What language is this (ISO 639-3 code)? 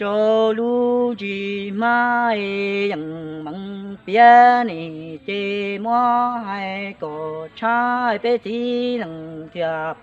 hmn